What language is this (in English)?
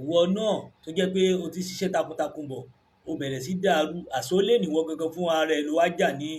Yoruba